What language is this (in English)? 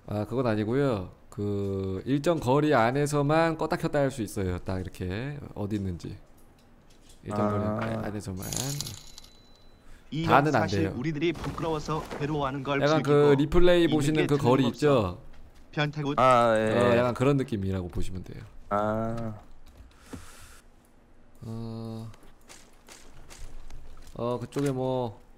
Korean